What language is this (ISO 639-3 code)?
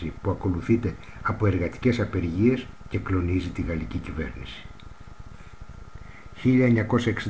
ell